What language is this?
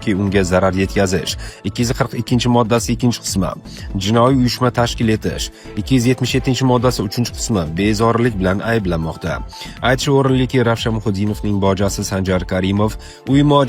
Uzbek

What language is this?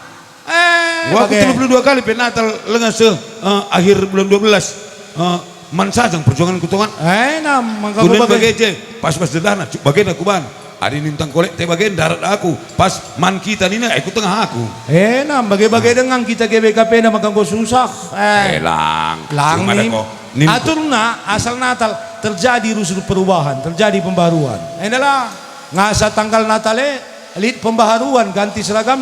Batak Karo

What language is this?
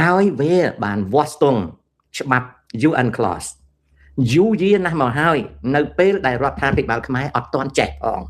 Khmer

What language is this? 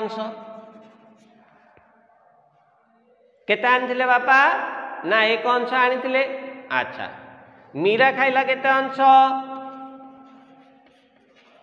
Odia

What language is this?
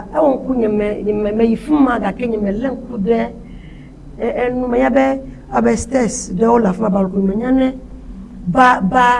Ewe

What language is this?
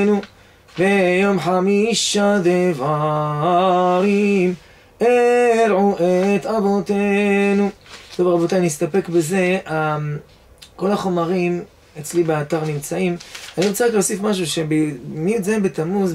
Hebrew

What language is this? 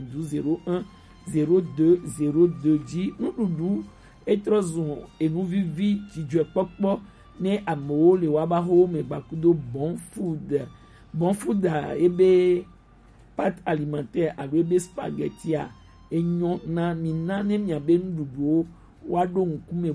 Gen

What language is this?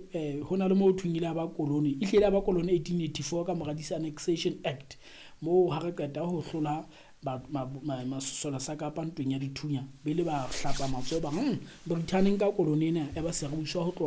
Southern Sotho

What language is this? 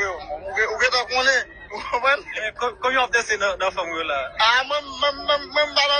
Haitian Creole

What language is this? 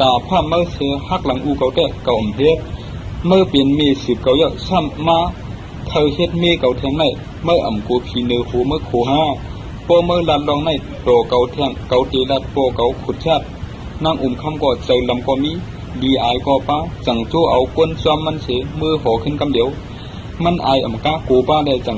Shan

